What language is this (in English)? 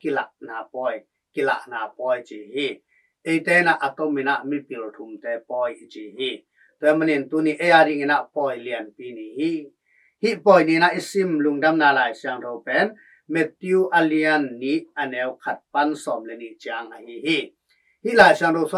Tedim Chin